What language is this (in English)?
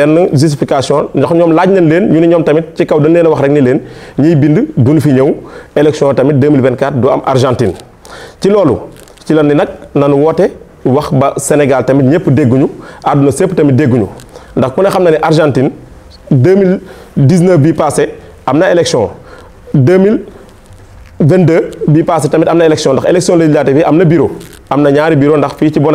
Wolof